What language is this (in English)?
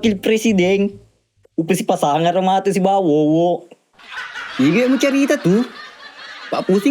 Buginese